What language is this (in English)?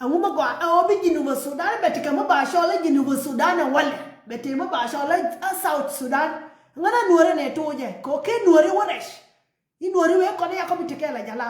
Nuer